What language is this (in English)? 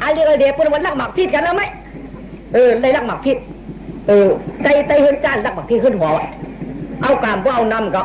Shan